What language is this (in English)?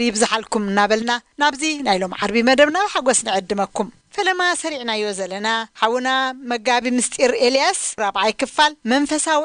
Tigrinya